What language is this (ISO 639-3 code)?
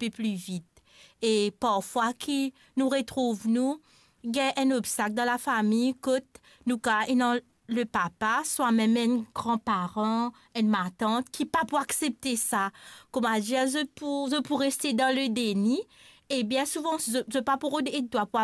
mfe